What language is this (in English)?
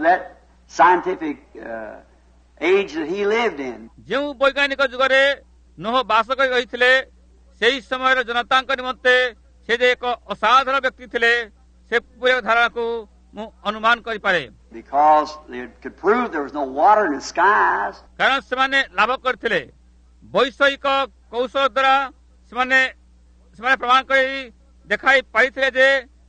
Odia